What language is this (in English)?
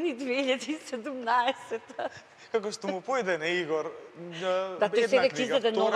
Macedonian